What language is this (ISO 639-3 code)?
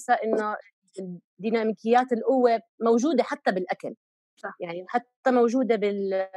apc